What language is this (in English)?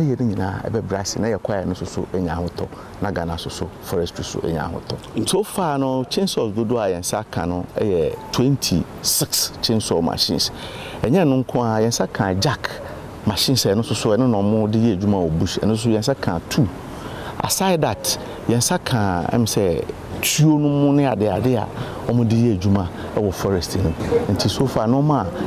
Akan